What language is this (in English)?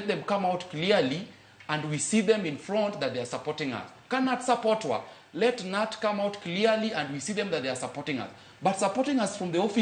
Luo (Kenya and Tanzania)